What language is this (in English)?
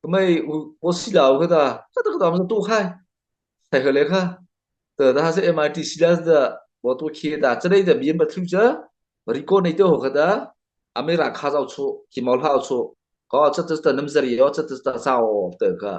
Mara Chin